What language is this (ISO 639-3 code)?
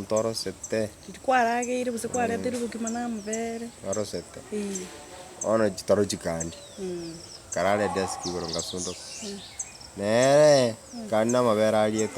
guz